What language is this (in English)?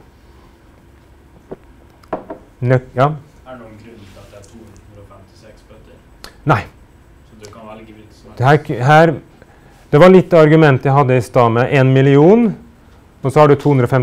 Norwegian